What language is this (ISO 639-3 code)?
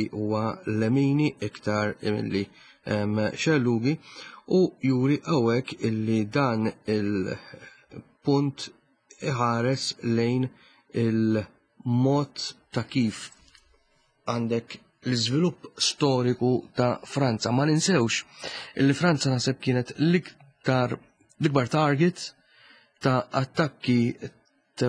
mlt